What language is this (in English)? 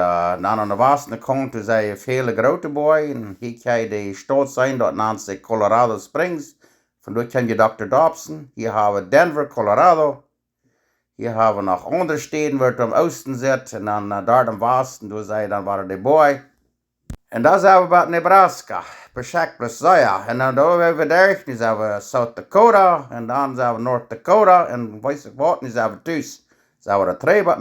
Plautdietsch